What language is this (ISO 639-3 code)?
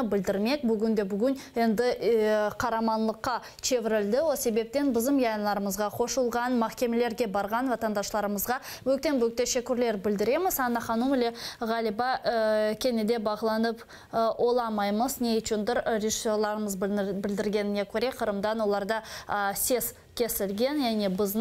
crh